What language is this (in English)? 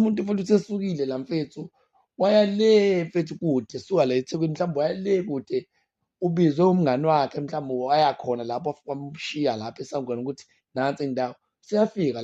Zulu